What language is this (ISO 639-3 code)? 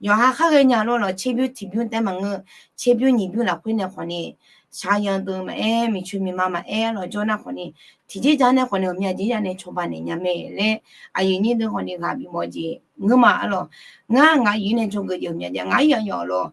ahk